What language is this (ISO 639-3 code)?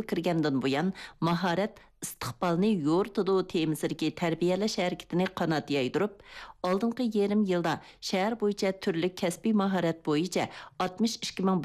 uig